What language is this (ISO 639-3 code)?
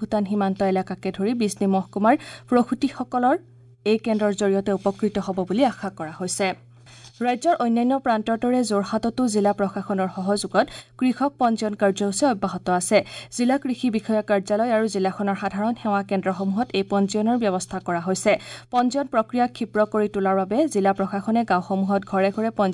asm